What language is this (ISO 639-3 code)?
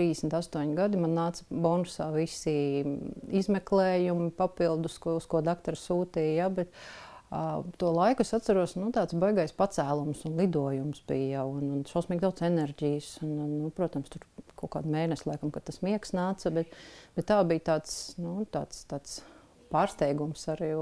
lav